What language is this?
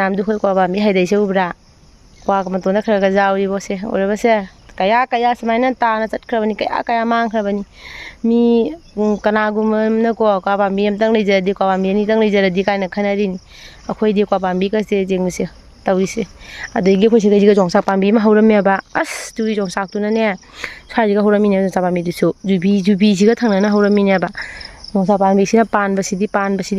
Manipuri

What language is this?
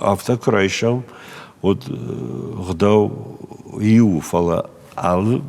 Ossetic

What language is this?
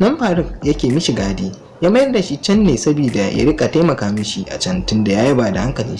Hausa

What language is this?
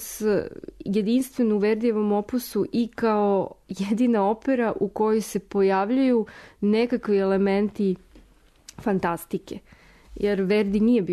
Serbian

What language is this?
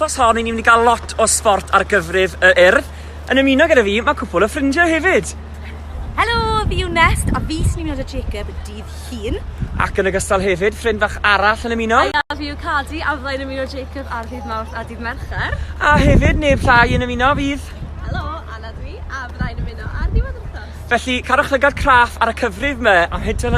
Welsh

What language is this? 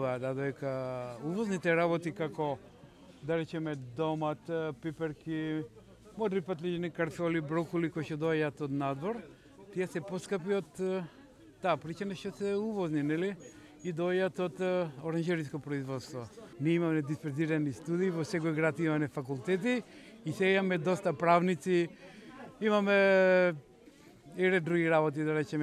Macedonian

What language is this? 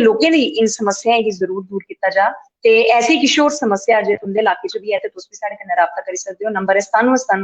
Dogri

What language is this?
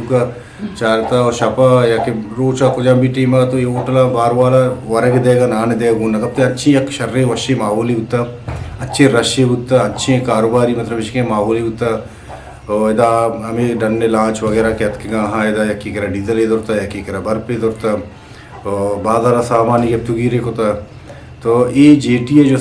Eastern Balochi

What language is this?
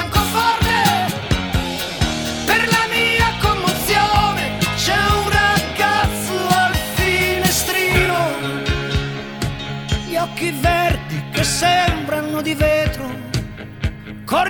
Italian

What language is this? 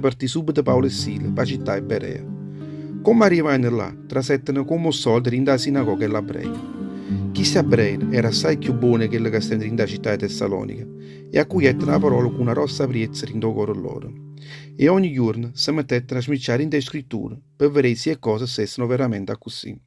Neapolitan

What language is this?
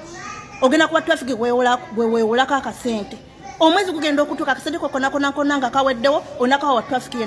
Ganda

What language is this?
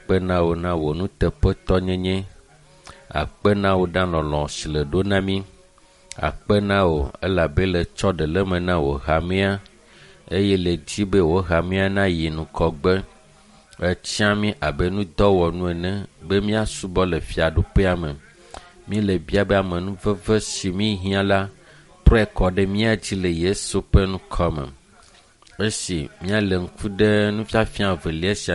Ewe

